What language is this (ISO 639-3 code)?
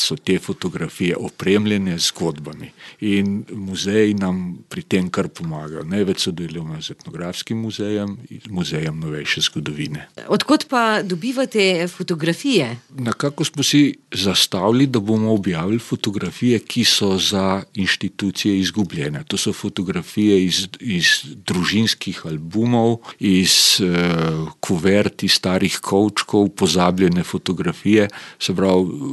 slv